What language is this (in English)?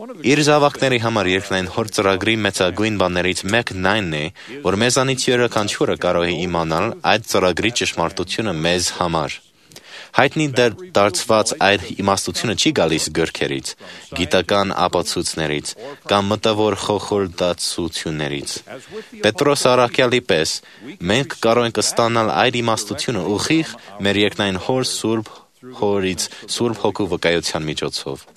Armenian